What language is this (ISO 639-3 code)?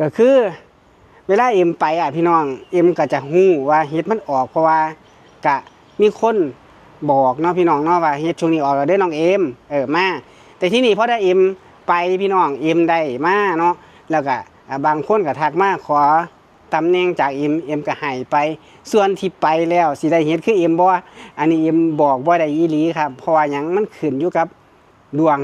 tts